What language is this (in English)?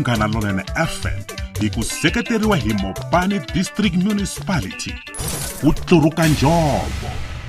Tsonga